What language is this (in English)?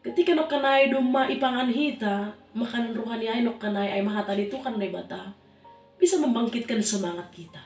Batak Simalungun